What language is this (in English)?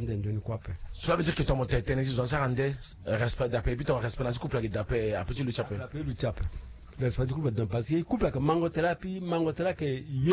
French